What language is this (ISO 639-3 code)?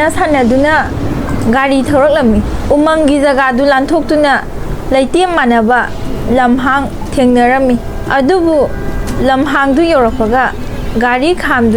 mni